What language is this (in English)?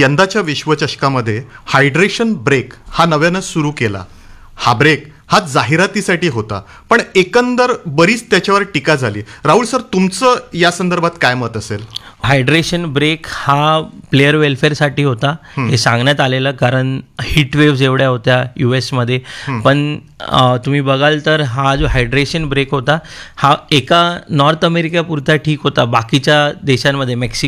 Marathi